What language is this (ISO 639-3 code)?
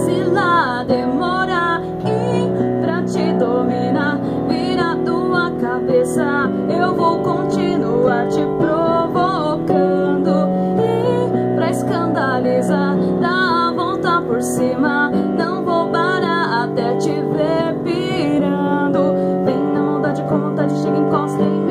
por